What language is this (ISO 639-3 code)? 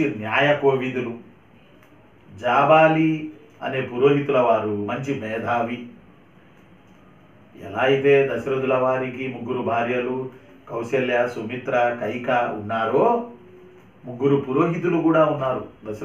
tel